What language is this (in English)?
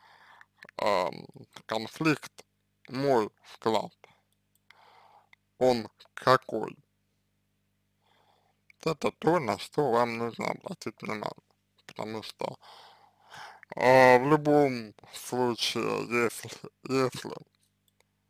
Russian